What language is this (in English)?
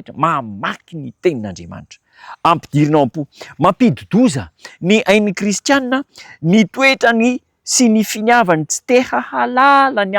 Malagasy